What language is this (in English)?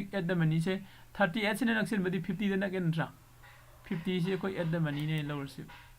Manipuri